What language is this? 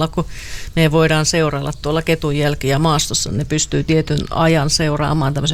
Finnish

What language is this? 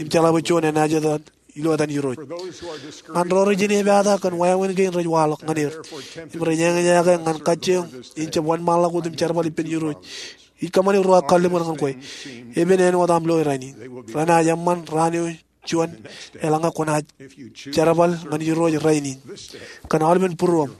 Marshallese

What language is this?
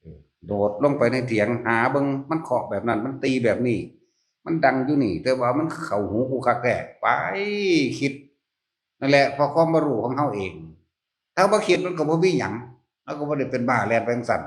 Northeastern Thai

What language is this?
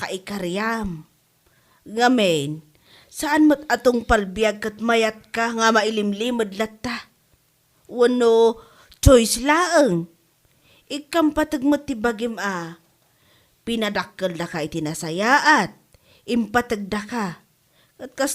Iloko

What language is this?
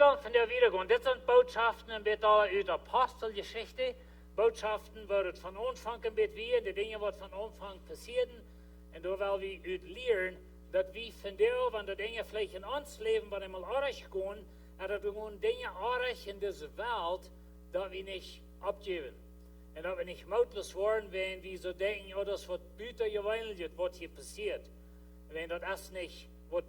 Plautdietsch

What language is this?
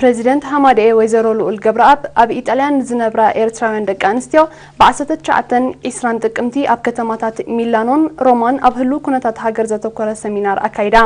Tigrinya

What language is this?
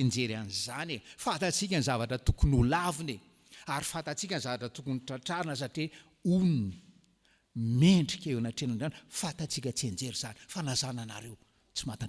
Malagasy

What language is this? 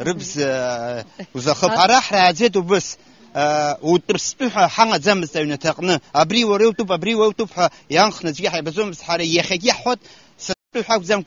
Abkhazian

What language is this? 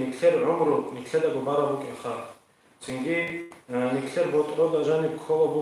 Avaric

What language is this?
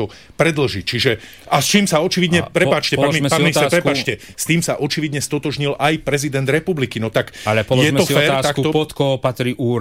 Slovak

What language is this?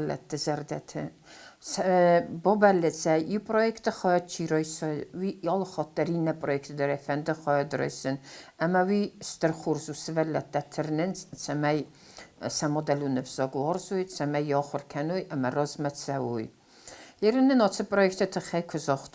Ossetic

